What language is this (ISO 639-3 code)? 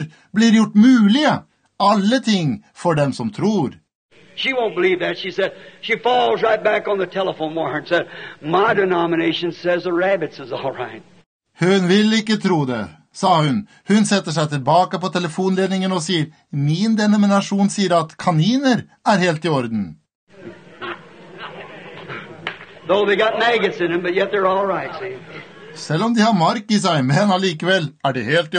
nor